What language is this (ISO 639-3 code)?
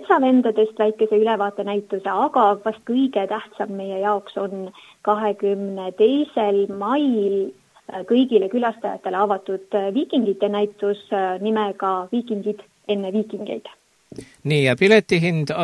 est